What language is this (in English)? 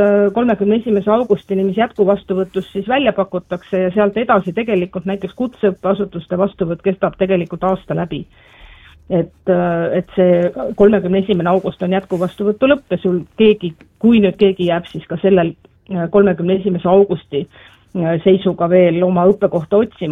Estonian